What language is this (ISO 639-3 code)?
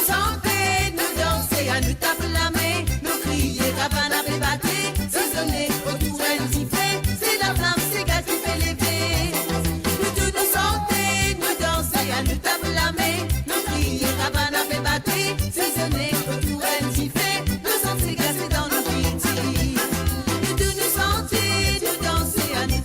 mfe